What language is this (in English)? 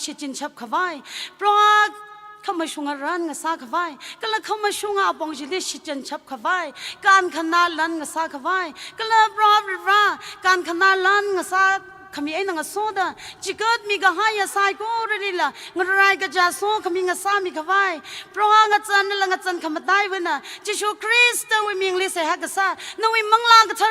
Tangkhul Naga (India)